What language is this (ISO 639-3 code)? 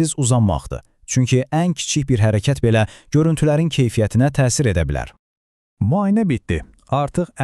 aze